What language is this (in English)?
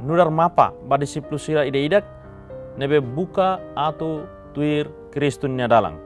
Tetum